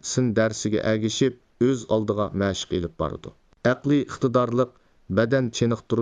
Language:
Uyghur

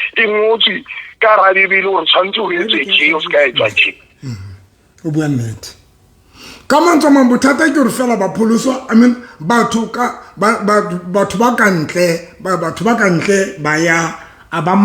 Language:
Southern Sotho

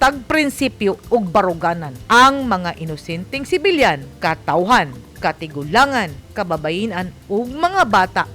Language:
Cebuano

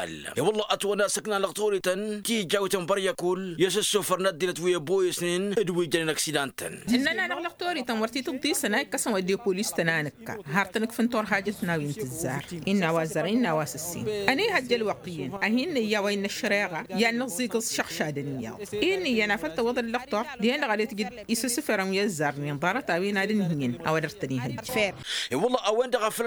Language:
Tamasheq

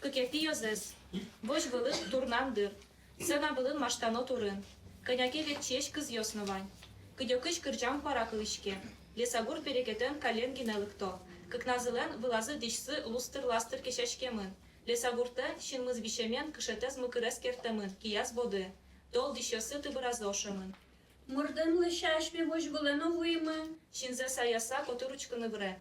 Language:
Udmurt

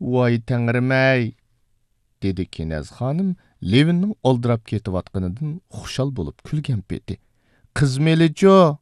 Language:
Uyghur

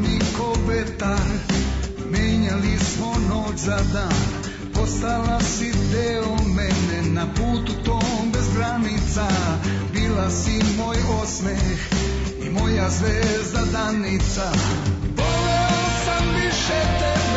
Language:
Serbian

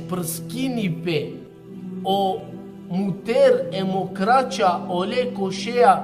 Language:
Balkan Romani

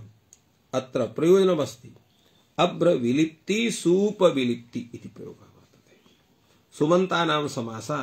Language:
Sanskrit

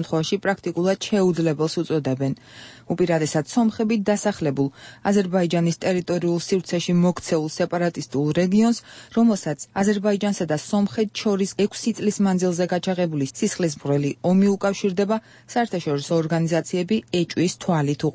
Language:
Georgian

